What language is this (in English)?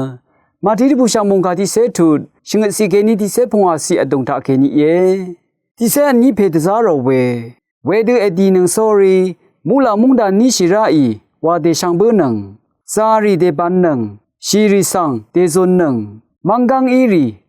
Rawang